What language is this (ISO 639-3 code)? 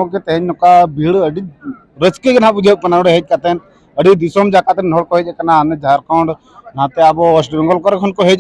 sat